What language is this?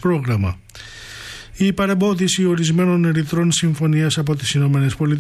Greek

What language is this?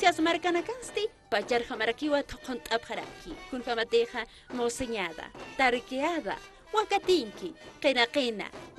Aymara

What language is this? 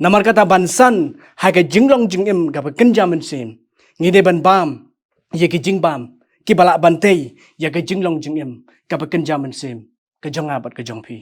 Khasi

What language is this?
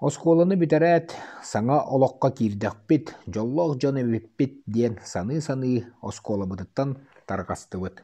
Yakut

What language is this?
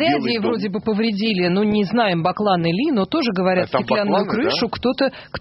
Russian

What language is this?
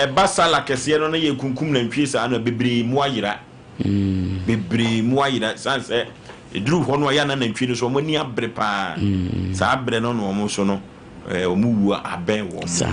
Akan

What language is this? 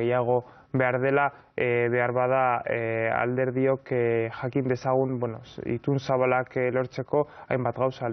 Basque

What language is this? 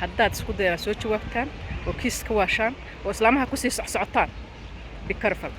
Somali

